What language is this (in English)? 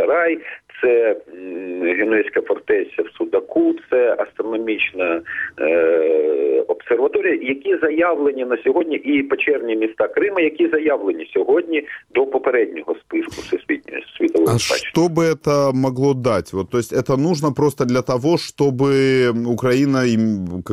Ukrainian